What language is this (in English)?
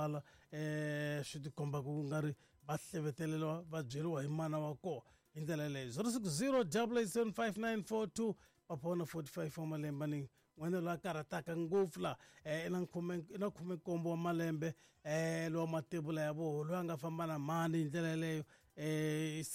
Tsonga